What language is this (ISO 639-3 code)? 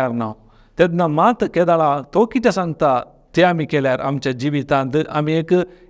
kok